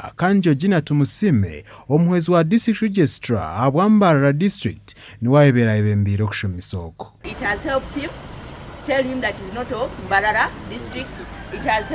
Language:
Nyankole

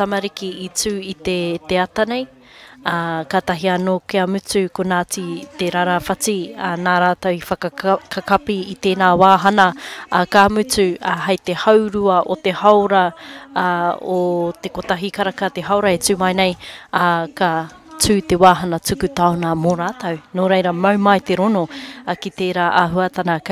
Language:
Māori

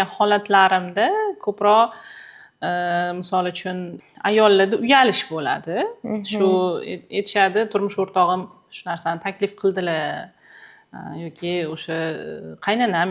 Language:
Uzbek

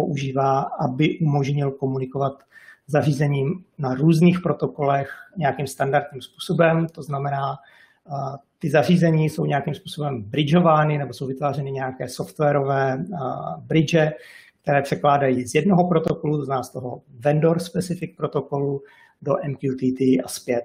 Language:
Czech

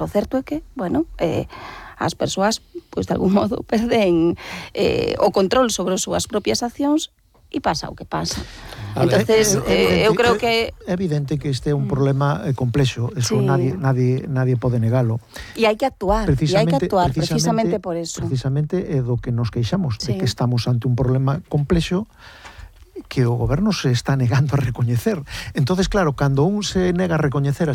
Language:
Galician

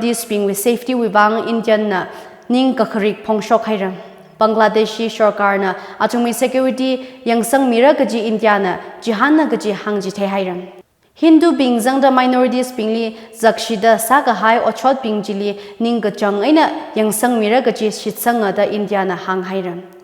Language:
Tangkhul Naga (India)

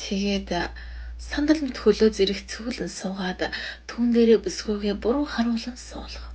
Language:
Mongolian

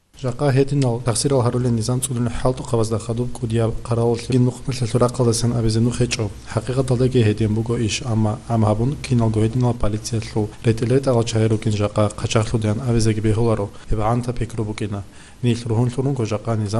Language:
Avaric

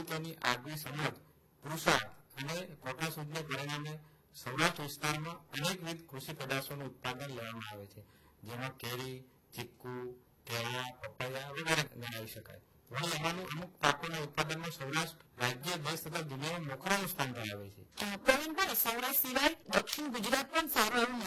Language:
Gujarati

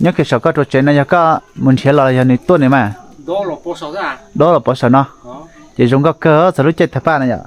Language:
Hmong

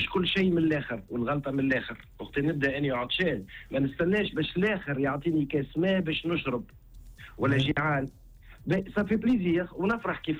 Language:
Tunisian Arabic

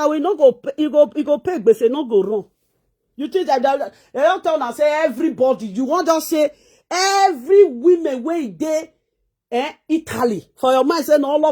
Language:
Nigerian Pidgin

